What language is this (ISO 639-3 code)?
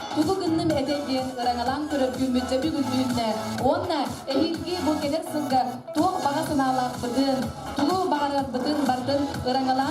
sah